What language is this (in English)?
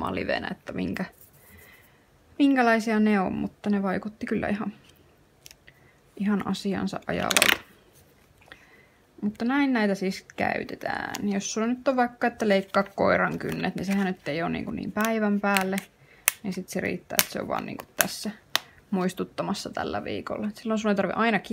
Finnish